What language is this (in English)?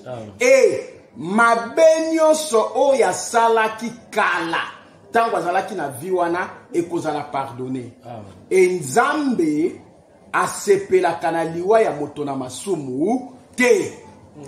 Lingala